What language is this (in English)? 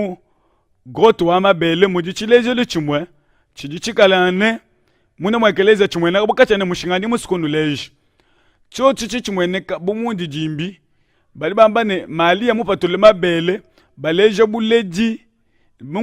Luba-Lulua